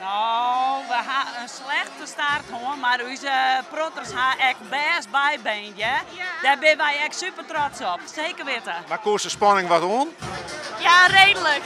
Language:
Western Frisian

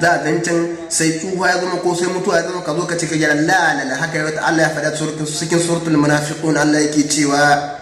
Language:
Hausa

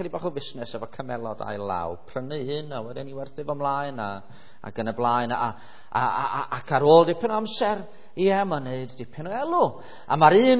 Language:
Welsh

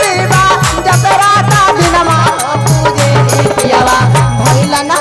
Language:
Magahi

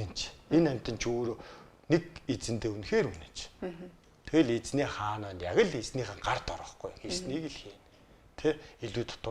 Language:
Mongolian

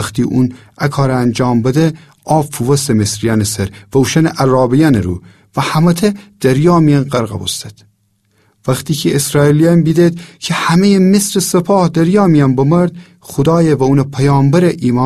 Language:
Gilaki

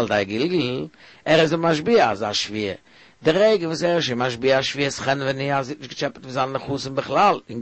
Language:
Yiddish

